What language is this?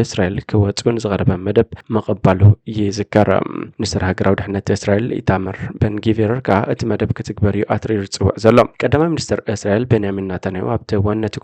Tigrinya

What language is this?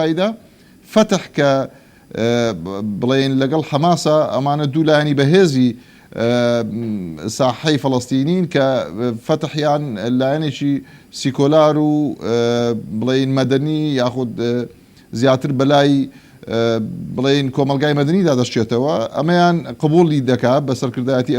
Central Kurdish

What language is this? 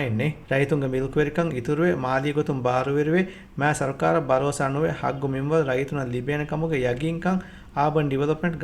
Divehi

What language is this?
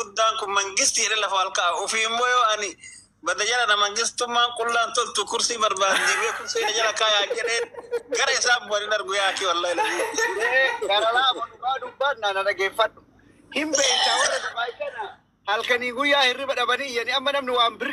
Oromo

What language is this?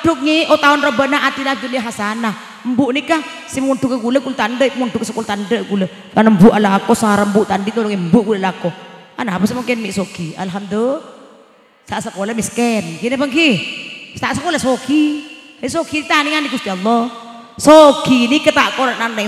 Madurese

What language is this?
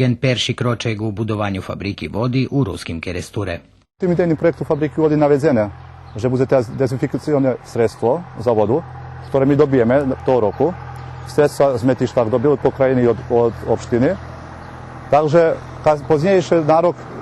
Rusyn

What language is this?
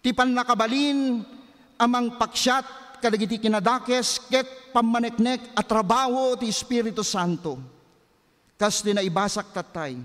Iloko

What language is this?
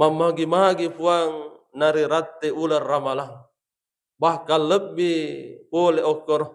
Buginese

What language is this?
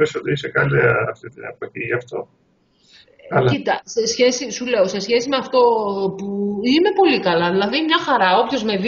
Greek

